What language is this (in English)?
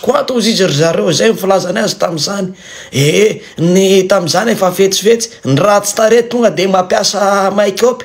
Malagasy